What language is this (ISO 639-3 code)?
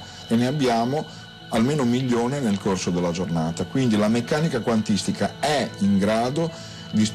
ita